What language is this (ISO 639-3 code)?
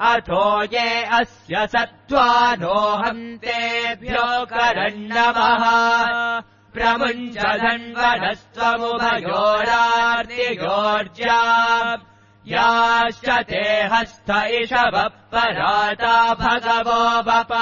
san